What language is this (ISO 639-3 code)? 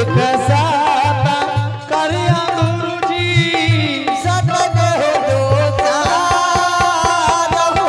anp